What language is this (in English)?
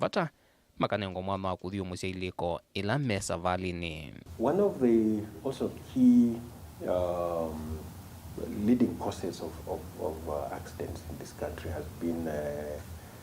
Kamba